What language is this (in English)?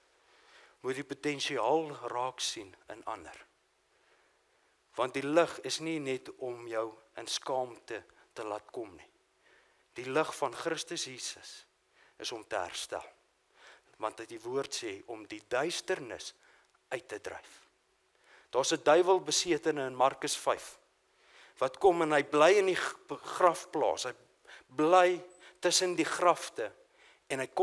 Afrikaans